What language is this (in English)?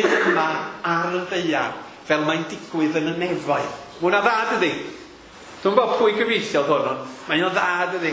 Welsh